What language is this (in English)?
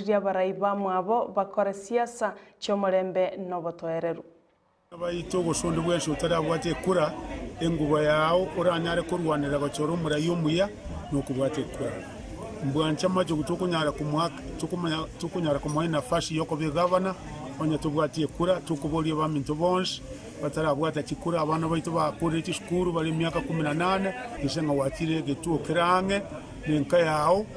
Gusii